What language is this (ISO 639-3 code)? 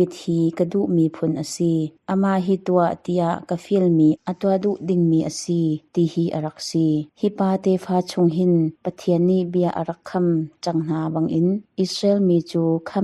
cnh